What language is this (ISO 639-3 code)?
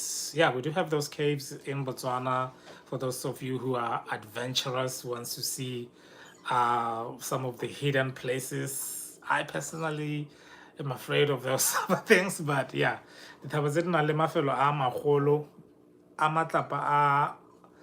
tsn